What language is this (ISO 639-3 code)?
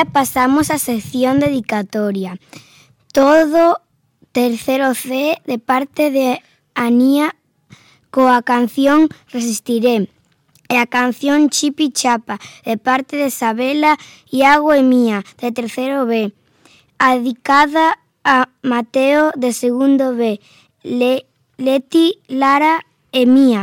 glg